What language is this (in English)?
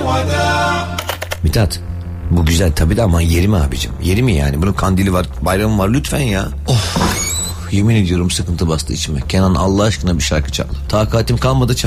Turkish